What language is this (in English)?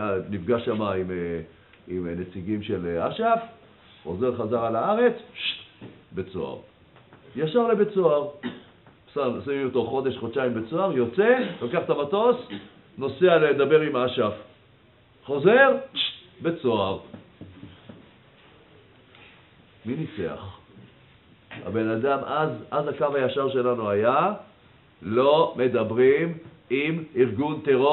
Hebrew